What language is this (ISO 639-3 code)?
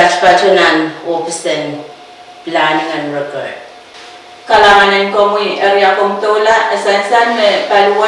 pon